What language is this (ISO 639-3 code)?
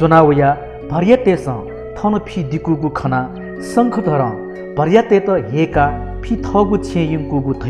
new